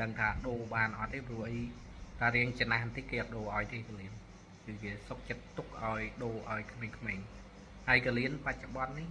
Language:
Khmer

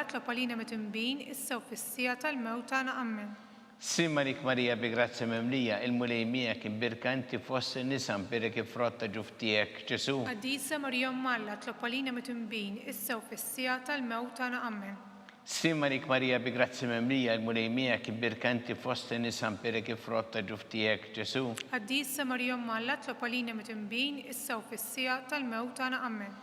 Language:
Maltese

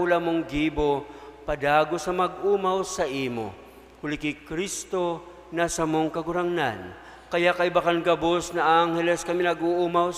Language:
Bikol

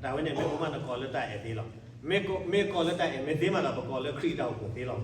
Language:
S'gaw Karen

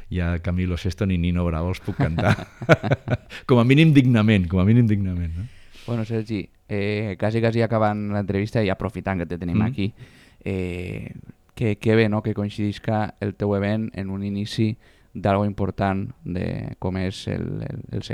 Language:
Catalan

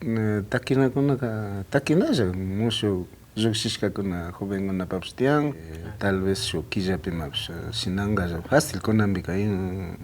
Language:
Imbabura Highland Quichua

